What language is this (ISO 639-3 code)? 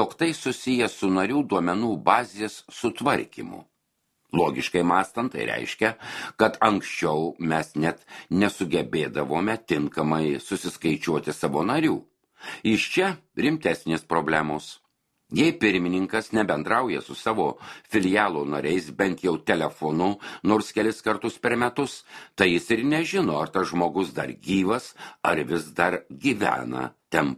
lit